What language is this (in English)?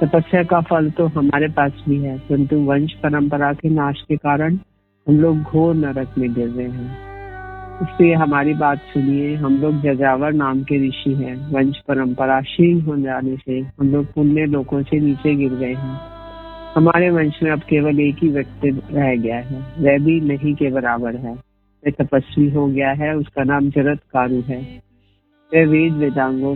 Hindi